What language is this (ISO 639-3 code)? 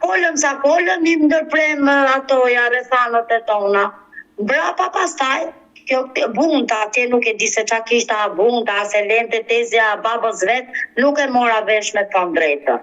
sqi